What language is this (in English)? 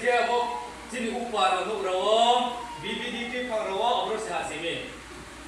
Riang (India)